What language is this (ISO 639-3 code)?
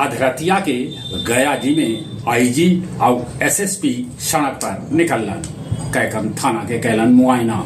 mag